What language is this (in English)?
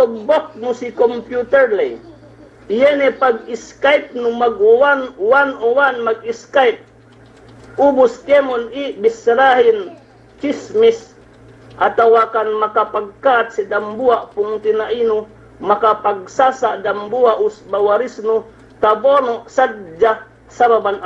Yakan